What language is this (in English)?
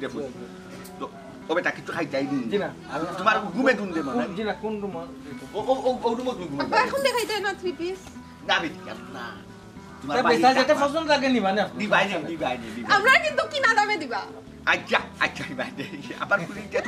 Sylheti